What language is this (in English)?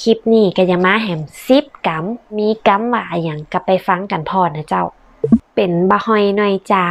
Northern Thai